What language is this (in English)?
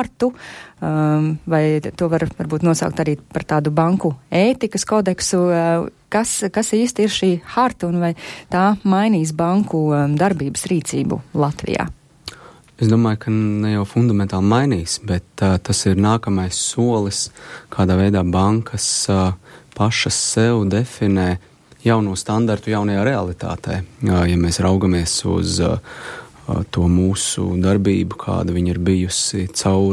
Latvian